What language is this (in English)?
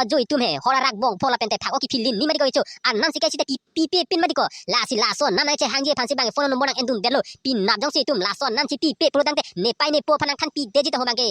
Karbi